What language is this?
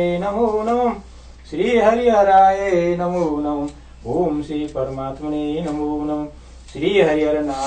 Nepali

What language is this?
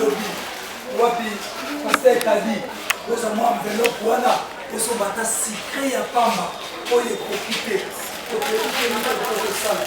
Lingala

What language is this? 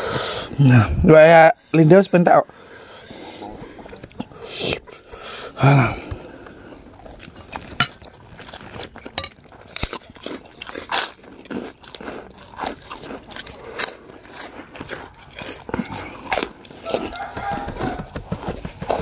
Indonesian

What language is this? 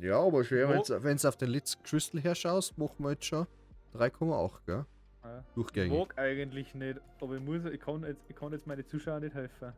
Bavarian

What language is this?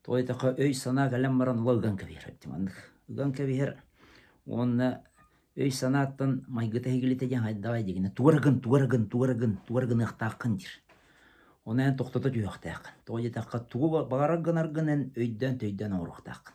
Yakut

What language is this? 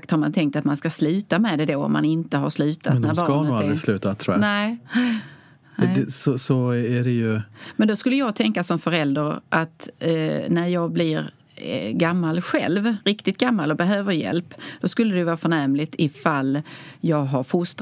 Swedish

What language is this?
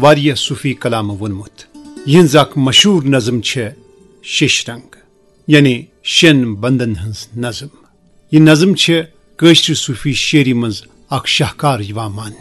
Kashmiri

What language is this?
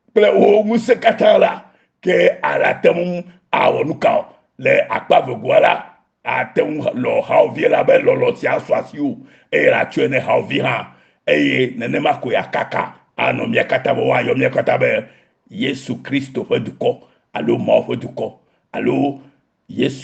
Ewe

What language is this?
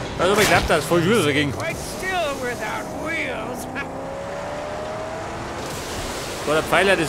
Bavarian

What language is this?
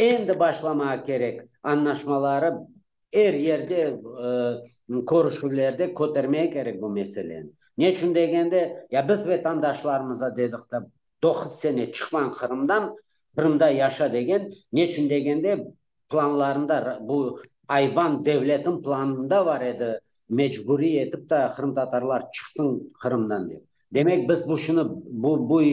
Crimean Tatar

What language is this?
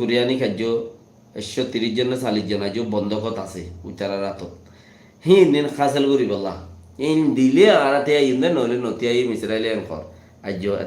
Rohingya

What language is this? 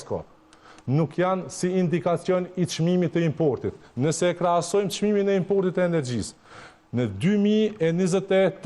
Albanian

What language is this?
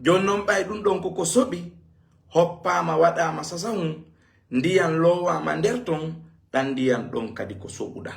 Fula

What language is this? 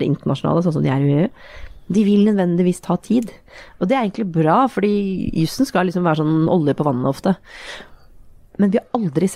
Norwegian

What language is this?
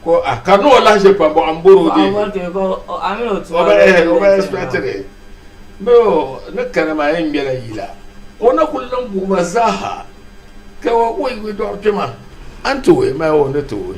Dagbani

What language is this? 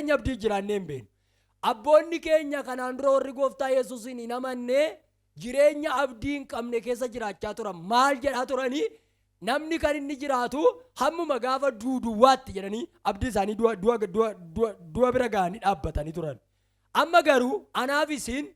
Oromo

